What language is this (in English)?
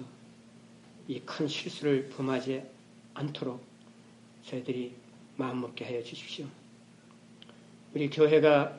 Korean